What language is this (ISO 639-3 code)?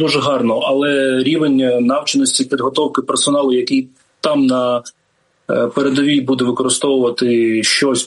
ukr